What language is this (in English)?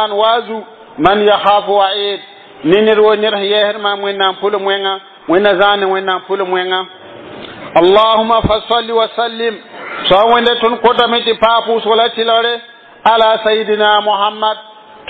Mossi